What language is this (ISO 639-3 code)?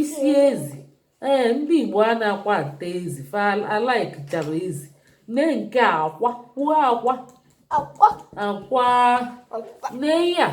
ibo